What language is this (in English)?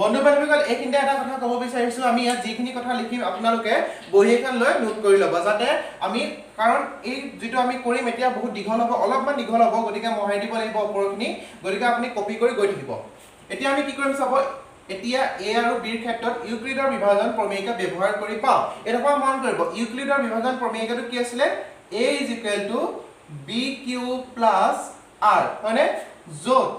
Assamese